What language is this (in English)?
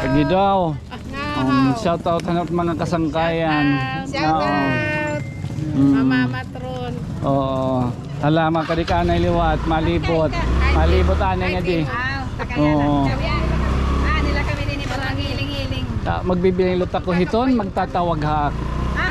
Waray